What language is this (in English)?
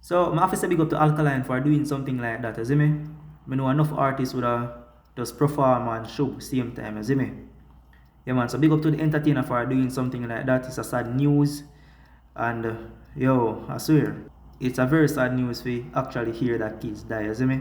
Jamaican Creole English